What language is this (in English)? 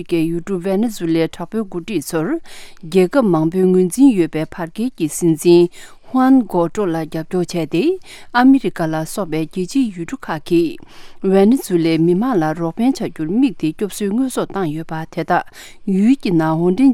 Tibetan